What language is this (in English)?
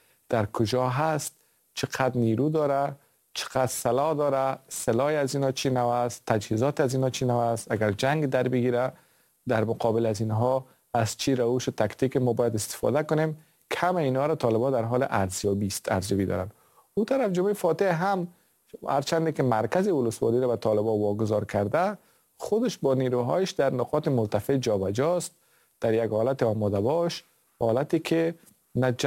Persian